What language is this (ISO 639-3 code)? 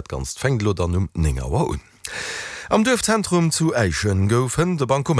ltz